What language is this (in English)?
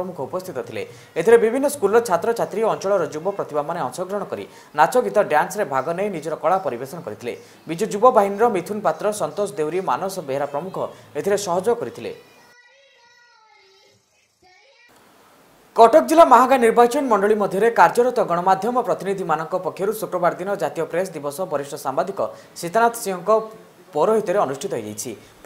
Odia